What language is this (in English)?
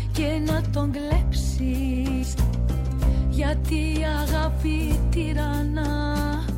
Greek